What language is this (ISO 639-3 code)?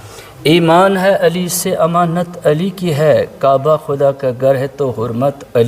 kas